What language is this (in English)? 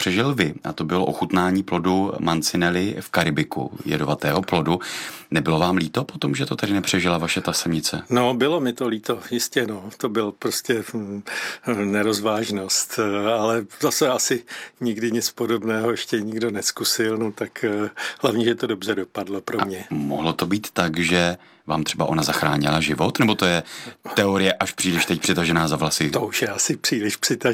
Czech